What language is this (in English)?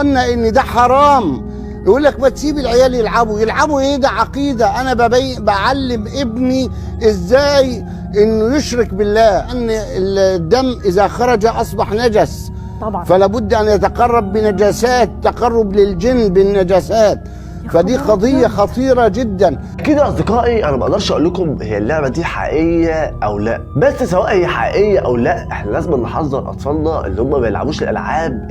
Egyptian Arabic